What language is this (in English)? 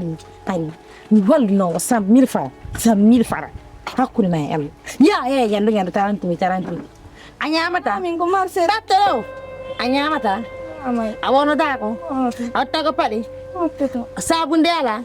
Fula